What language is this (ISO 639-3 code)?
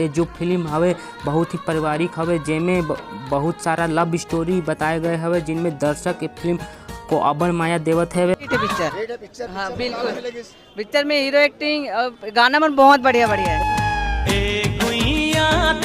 hne